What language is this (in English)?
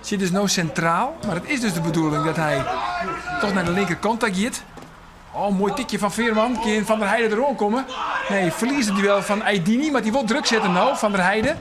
Western Frisian